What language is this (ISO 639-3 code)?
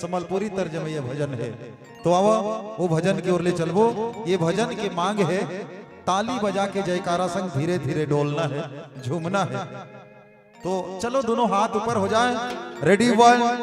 hne